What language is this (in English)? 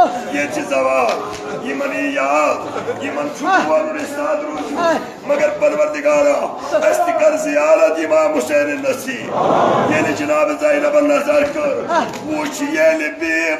Kashmiri